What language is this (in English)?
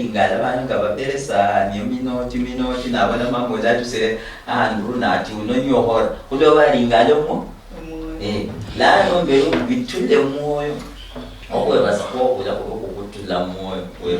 Luyia